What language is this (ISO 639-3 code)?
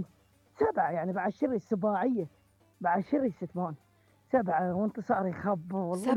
acm